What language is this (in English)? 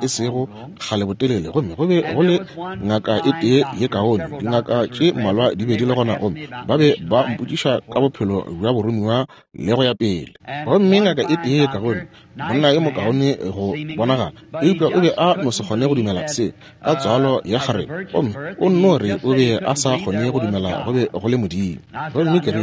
Northern Sotho